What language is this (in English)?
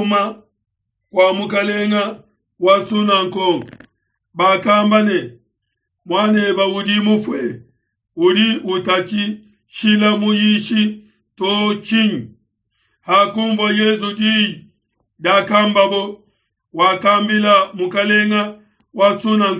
Luba-Lulua